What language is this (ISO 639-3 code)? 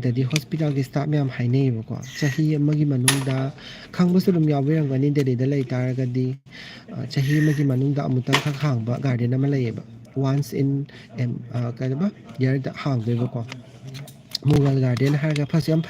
mni